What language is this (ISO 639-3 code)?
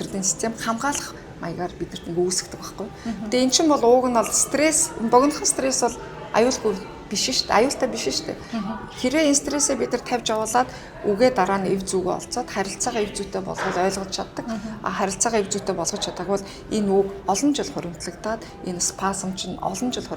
mon